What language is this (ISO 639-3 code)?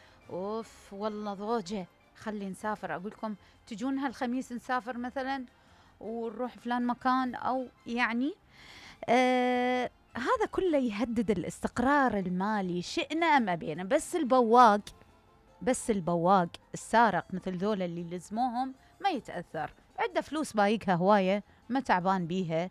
acm